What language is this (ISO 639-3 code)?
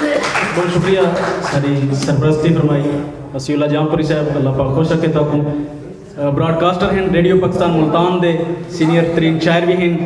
skr